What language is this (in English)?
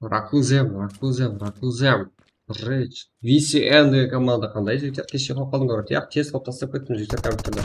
Kara-Kalpak